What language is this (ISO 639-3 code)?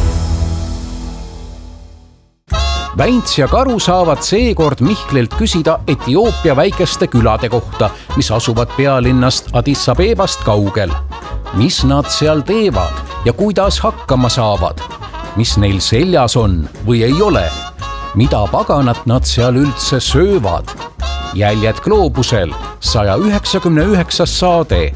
est